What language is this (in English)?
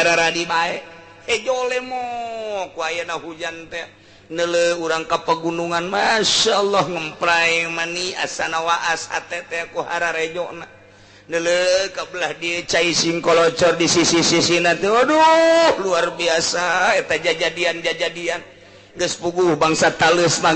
Sundanese